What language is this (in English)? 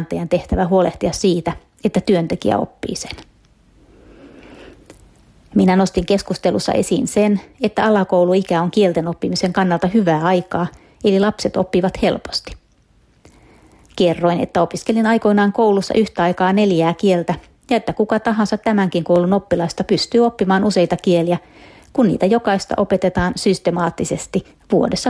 Finnish